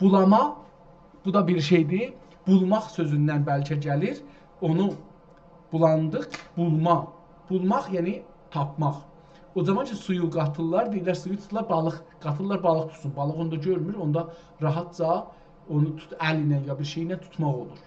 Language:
South Azerbaijani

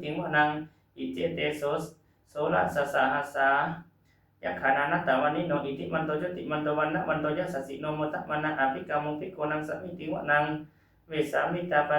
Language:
Pali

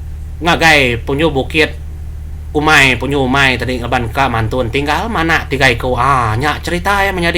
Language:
Iban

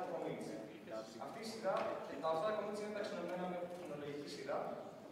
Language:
Greek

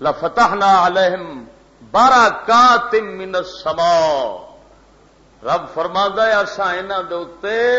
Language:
Western Panjabi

